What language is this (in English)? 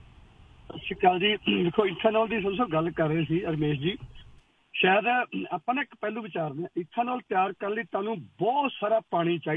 Punjabi